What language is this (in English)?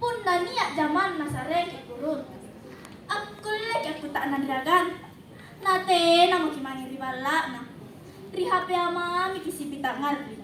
Makasar